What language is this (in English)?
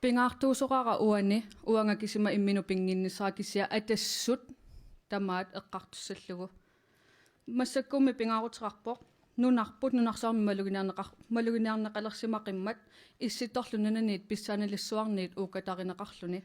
Kalaallisut